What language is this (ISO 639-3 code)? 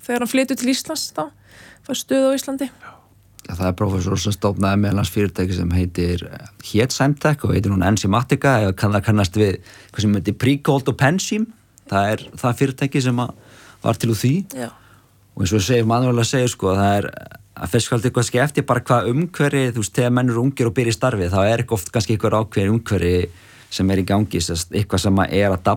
isl